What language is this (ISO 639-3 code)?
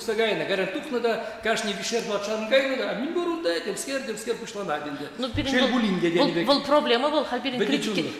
chv